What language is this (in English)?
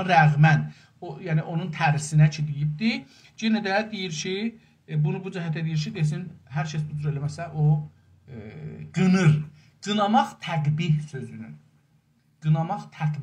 South Azerbaijani